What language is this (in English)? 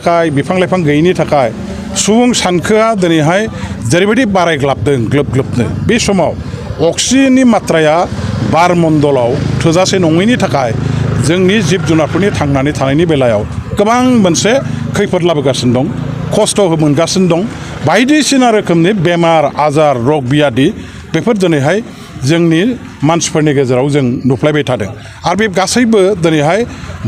Bodo